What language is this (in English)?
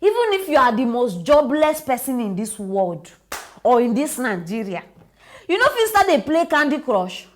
Nigerian Pidgin